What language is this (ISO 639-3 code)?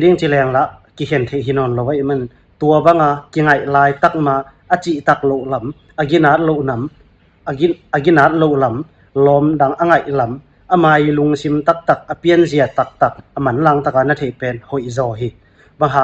ctd